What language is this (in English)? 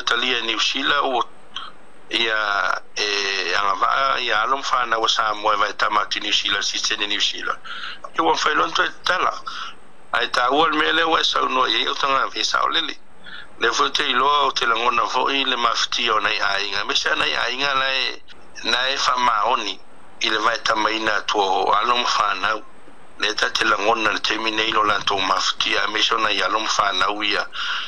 Samoan